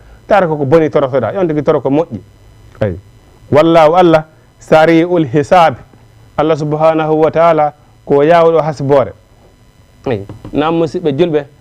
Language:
Fula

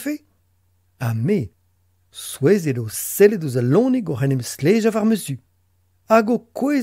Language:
Breton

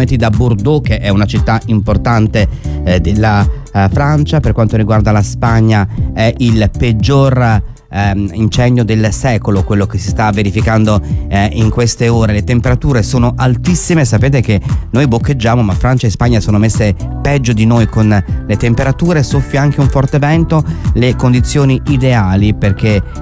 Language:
Italian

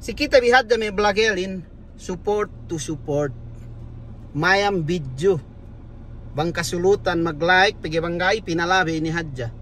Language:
Yakan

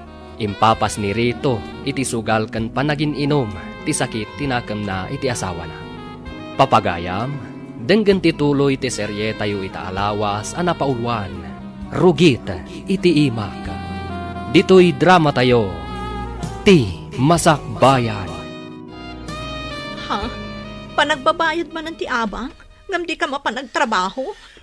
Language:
Iloko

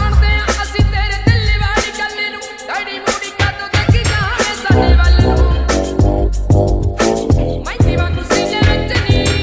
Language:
Punjabi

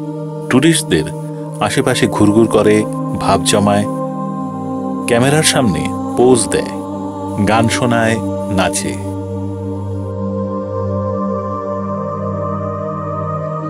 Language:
Bangla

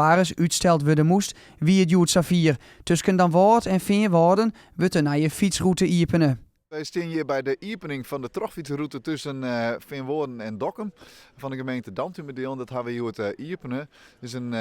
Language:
Western Frisian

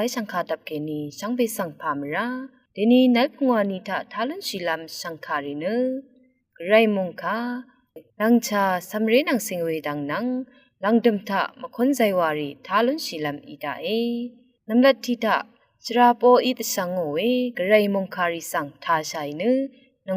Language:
Rawang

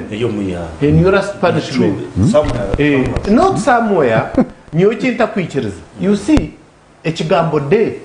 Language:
Nyankole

